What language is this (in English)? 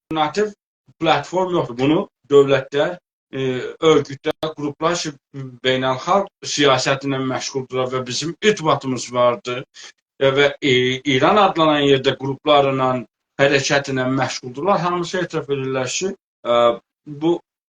South Azerbaijani